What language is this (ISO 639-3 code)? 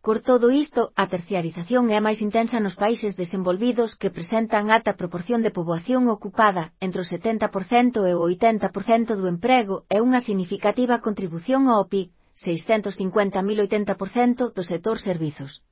glg